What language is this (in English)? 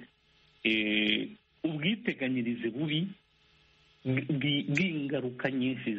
Kinyarwanda